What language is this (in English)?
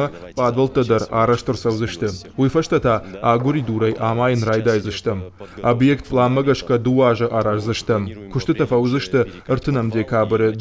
Ossetic